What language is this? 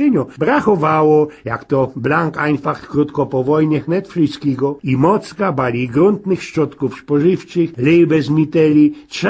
Silesian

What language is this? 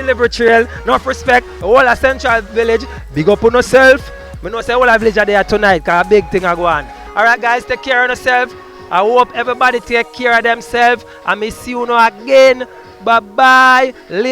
Jamaican Creole English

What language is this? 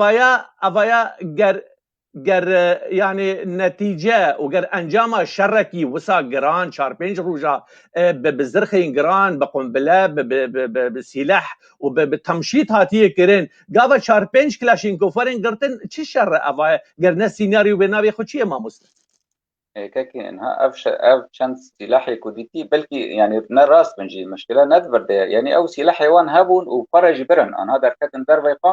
Kurdish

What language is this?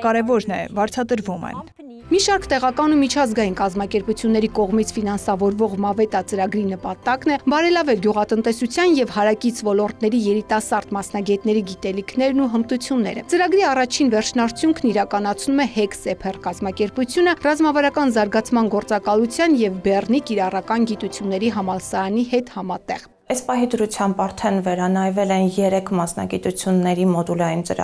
Armenian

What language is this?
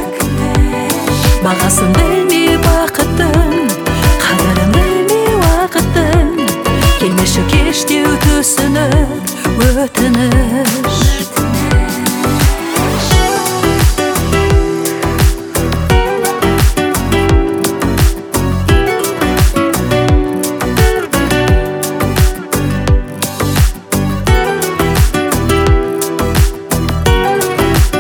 Kazakh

